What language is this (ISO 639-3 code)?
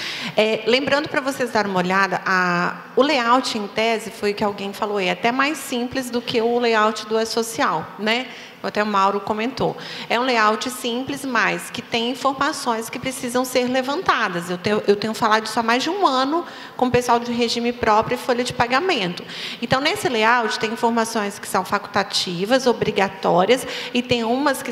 por